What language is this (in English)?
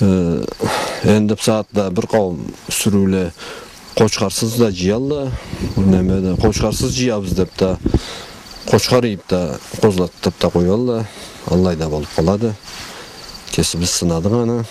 Karachay-Balkar